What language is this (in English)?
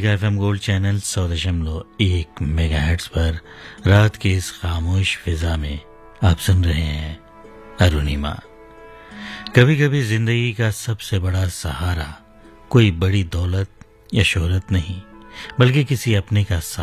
Hindi